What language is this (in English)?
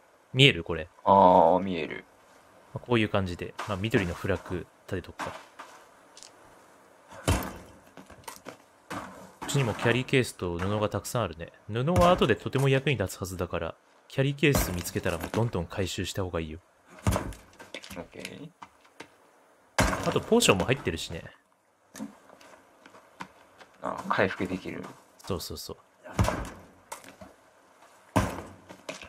Japanese